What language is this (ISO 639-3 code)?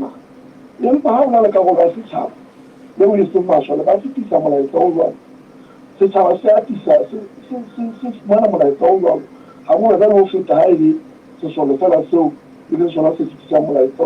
sot